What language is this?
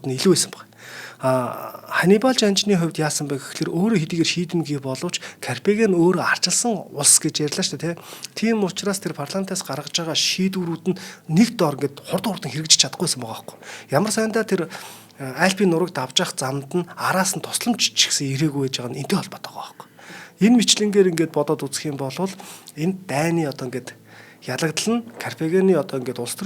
Mongolian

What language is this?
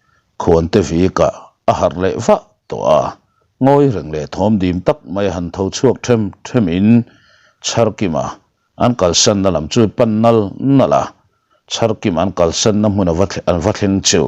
Mizo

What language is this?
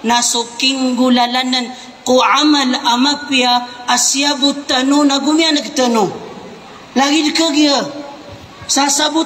Maranao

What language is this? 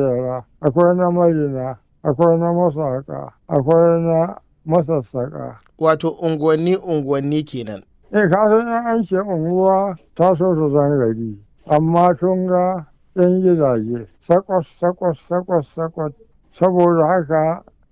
Hausa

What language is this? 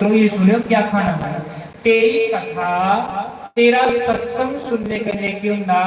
Dogri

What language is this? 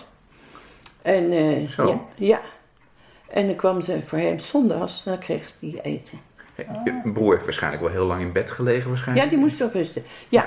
Dutch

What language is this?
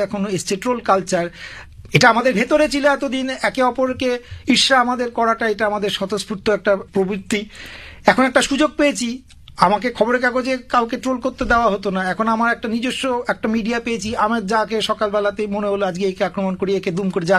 Bangla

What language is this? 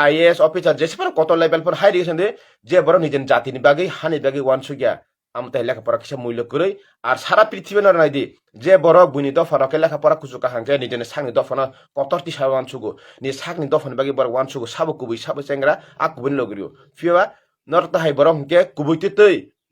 Kok Borok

